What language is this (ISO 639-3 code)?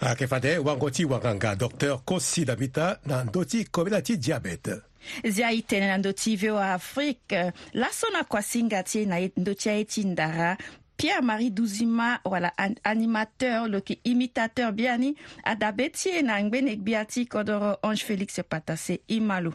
sag